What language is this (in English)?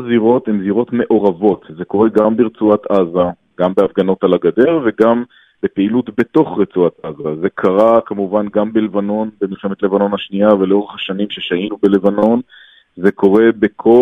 Hebrew